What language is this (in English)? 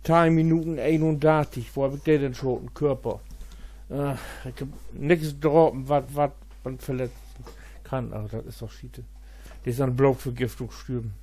Low German